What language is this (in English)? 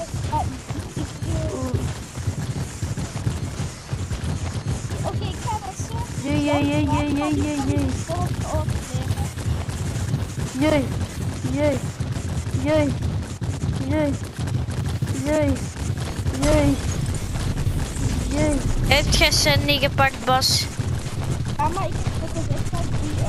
Dutch